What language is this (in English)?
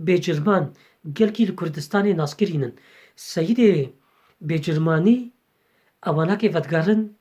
Kurdish